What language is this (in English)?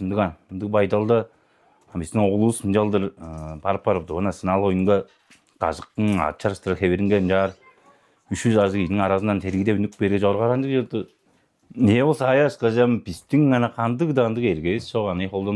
Tuvinian